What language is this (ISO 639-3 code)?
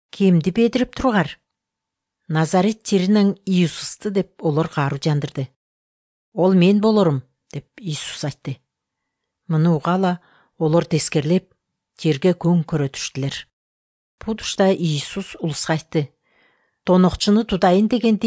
kir